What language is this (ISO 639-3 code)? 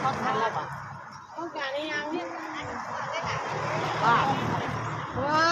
lao